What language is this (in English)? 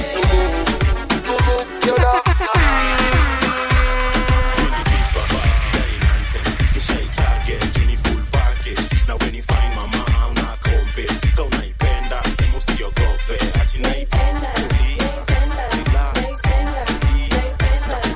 Swahili